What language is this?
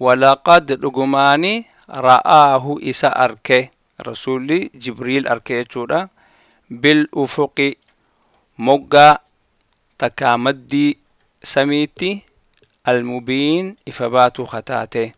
Oromo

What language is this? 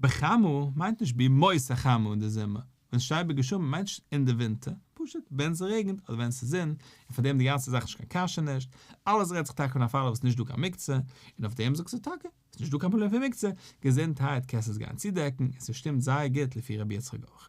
Yiddish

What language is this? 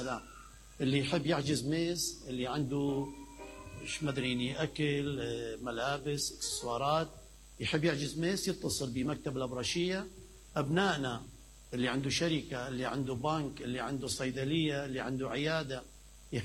Mesopotamian Arabic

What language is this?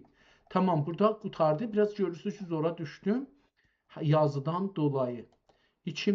South Azerbaijani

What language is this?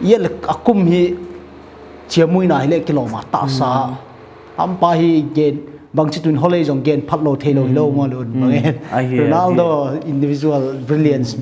Paite Chin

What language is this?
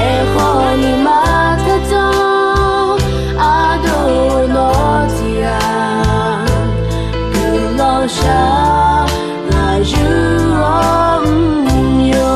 Akha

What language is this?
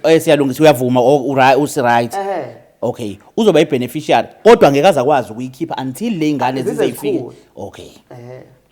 Zulu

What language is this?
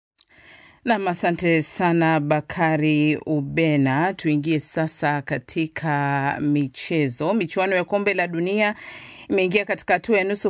Swahili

